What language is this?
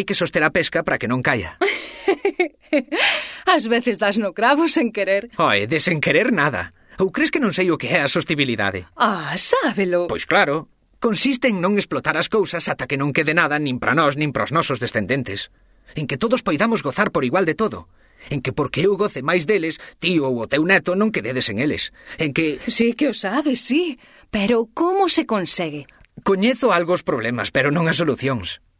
Galician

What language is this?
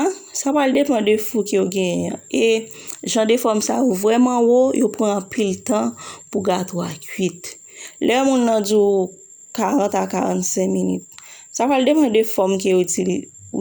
Haitian Creole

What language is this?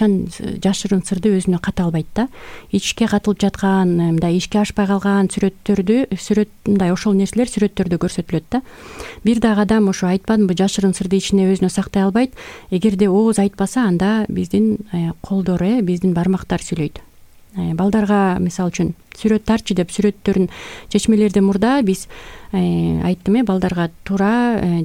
Kyrgyz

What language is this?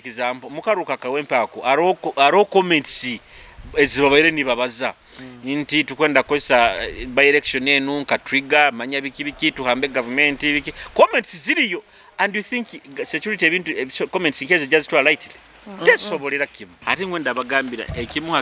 Nyoro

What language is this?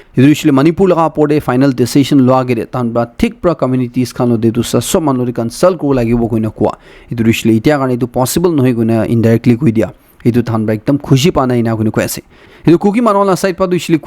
Naga Pidgin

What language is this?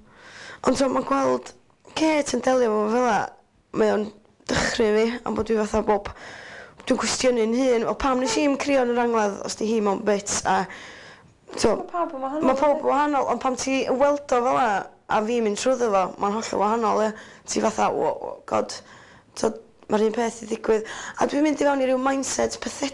Welsh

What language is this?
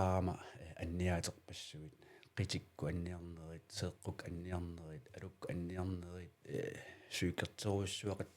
Kalaallisut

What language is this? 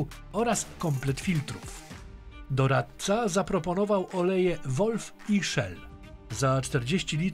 Polish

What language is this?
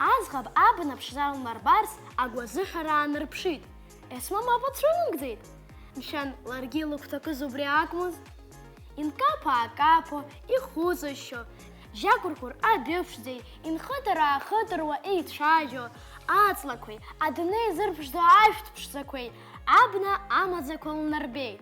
Abkhazian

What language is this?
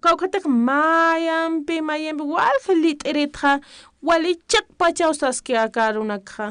Aymara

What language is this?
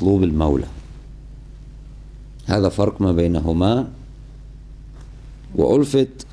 Arabic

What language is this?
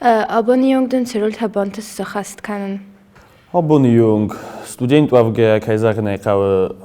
Ossetic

